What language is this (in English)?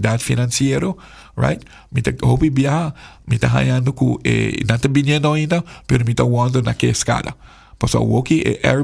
Papiamento